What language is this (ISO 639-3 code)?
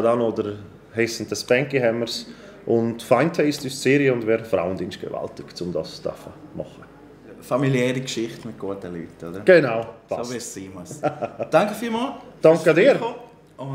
gsw